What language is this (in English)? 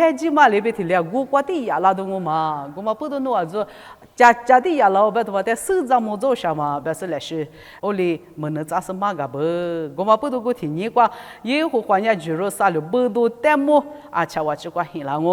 Lisu